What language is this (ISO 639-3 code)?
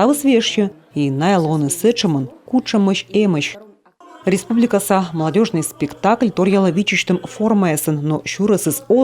kom